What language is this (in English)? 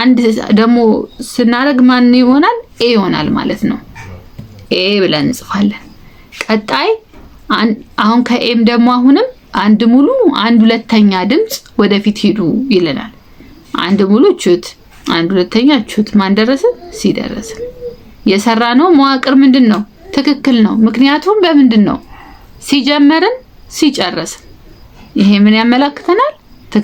Amharic